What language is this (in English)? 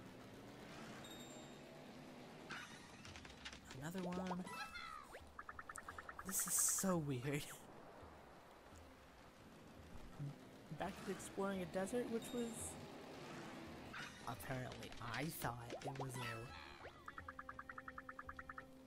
English